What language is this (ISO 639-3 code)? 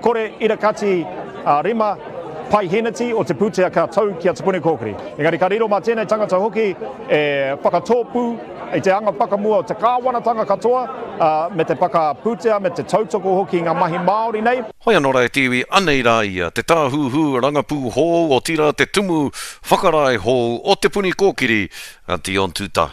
mri